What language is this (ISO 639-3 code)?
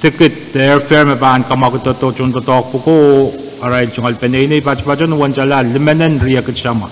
pon